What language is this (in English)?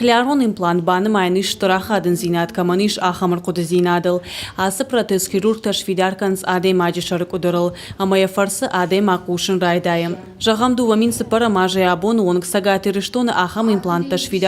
Ossetic